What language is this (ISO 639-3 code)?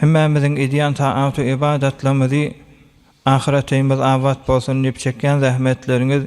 tuk